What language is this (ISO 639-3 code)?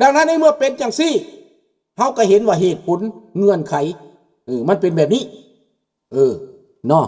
lao